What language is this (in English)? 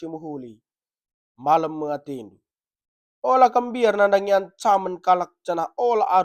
Batak Karo